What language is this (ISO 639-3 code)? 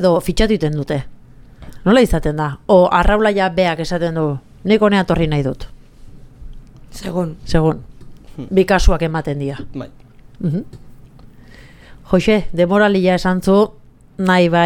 eus